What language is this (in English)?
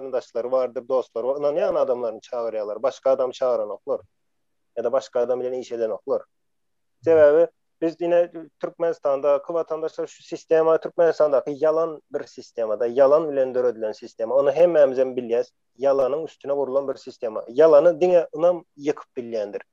Turkmen